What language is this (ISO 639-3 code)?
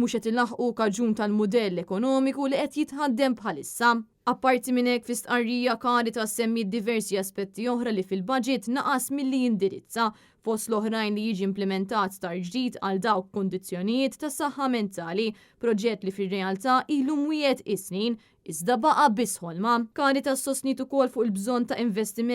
mlt